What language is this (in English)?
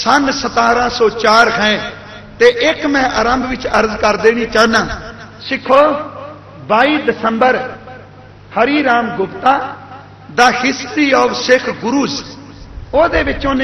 Punjabi